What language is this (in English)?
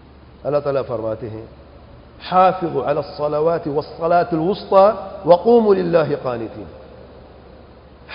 Urdu